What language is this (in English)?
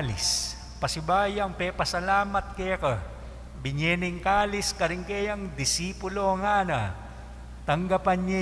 Pampanga